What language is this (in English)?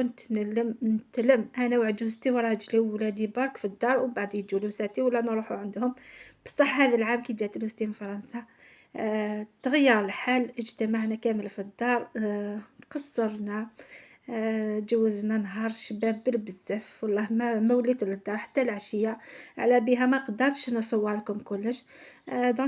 Algerian Arabic